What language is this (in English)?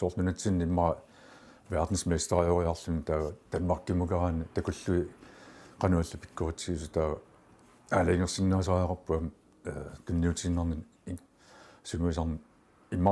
Kalaallisut